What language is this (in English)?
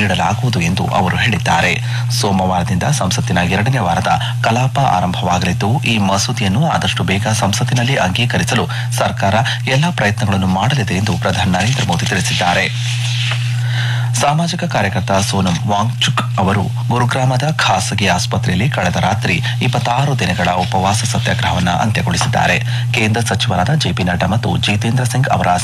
Kannada